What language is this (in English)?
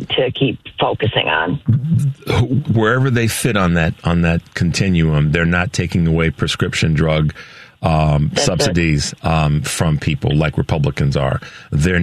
English